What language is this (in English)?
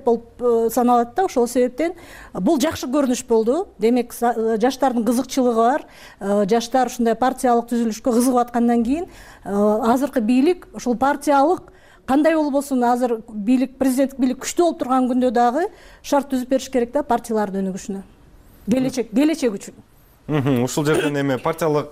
Kyrgyz